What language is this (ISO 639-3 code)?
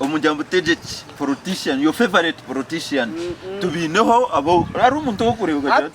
nyn